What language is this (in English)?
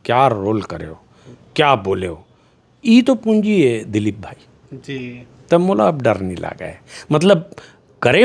Chhattisgarhi